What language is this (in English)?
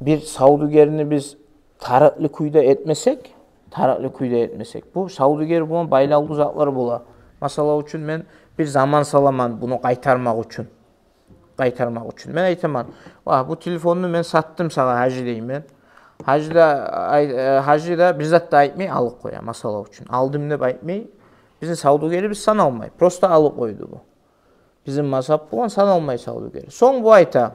Kumyk